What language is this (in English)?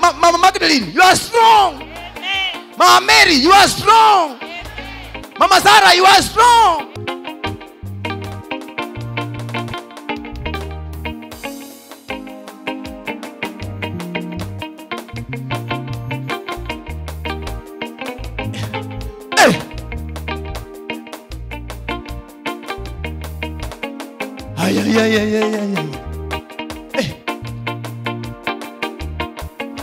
Swahili